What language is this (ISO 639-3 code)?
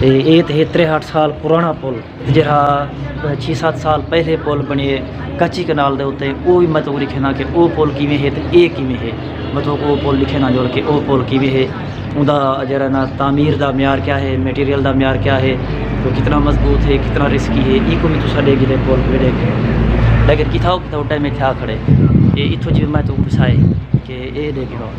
skr